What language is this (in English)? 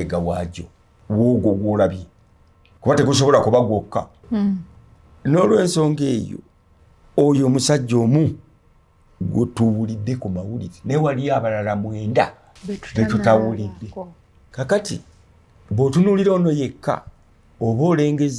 Ganda